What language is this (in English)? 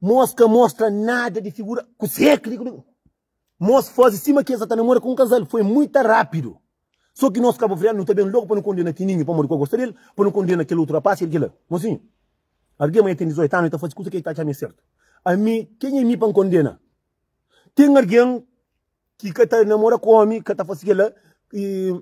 Kabuverdianu